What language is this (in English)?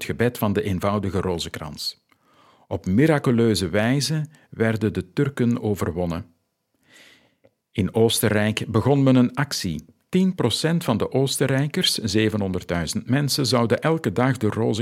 Dutch